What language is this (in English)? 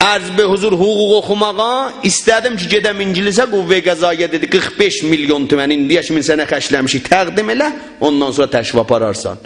South Azerbaijani